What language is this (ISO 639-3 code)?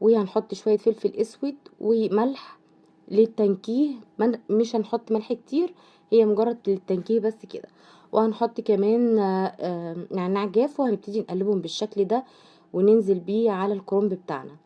arz